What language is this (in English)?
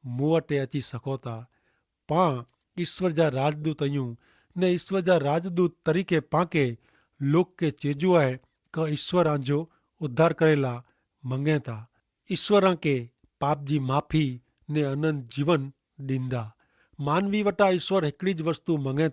Kachhi